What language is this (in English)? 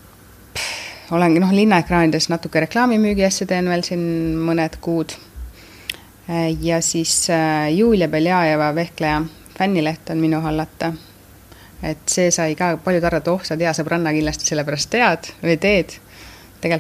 Estonian